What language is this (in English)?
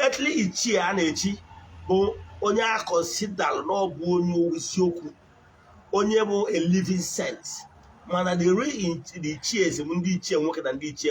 Igbo